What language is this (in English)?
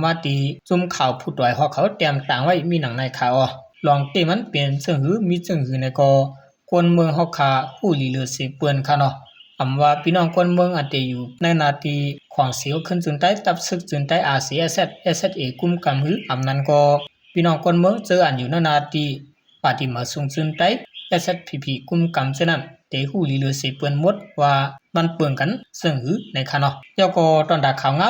Shan